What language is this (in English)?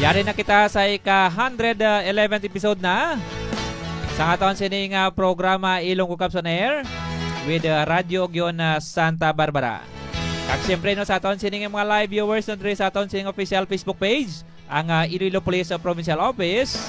Hiligaynon